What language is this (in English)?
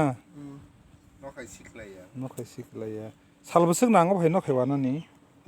Kok Borok